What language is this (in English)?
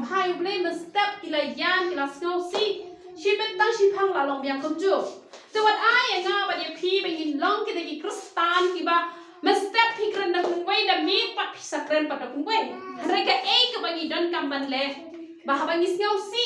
Khasi